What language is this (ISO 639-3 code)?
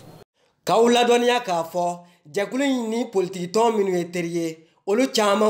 bam